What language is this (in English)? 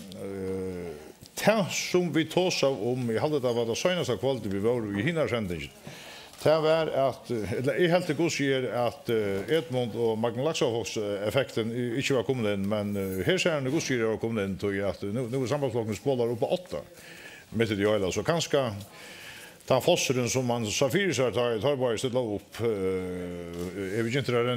Faroese